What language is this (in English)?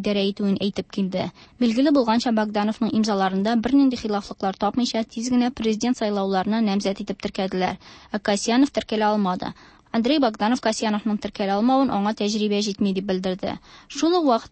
Tatar